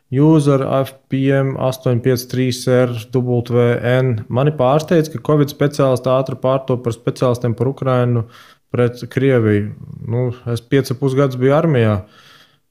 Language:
Latvian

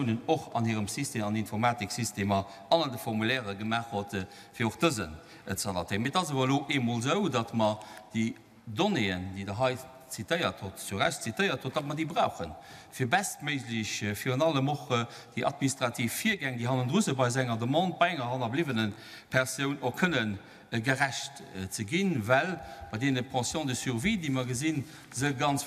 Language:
Luxembourgish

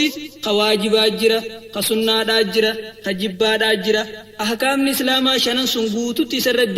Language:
Oromo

